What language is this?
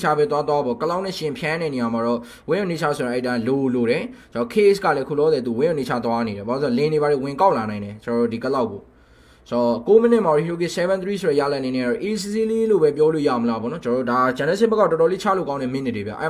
Burmese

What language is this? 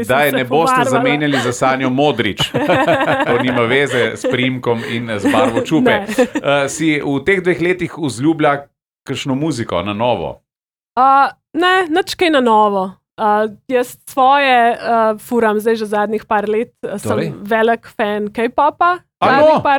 Slovenian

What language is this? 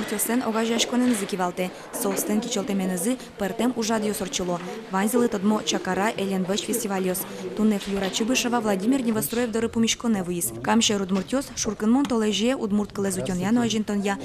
Udmurt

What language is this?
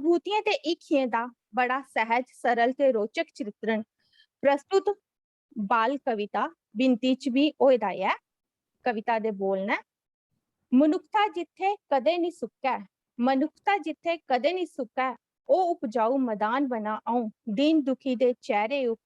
Dogri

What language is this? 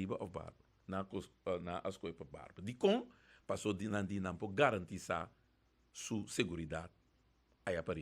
Papiamento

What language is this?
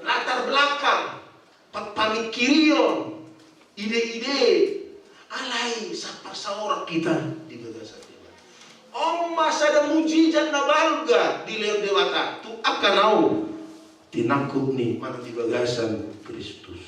Batak Toba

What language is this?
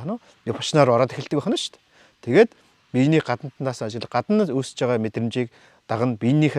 Mongolian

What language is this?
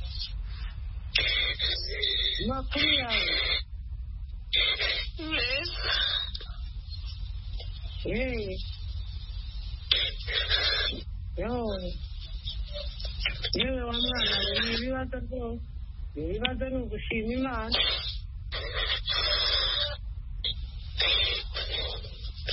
Kinyarwanda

